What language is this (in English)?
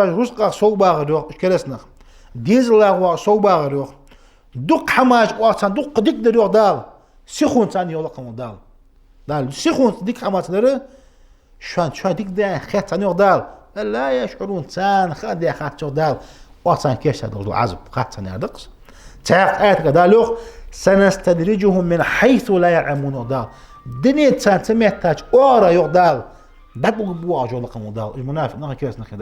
Ingush